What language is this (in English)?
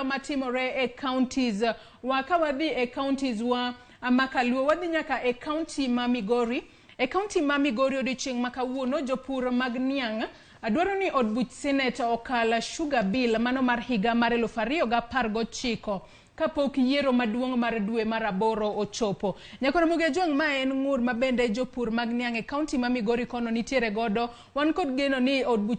Luo (Kenya and Tanzania)